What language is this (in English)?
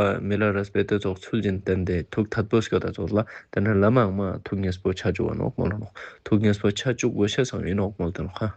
Ladakhi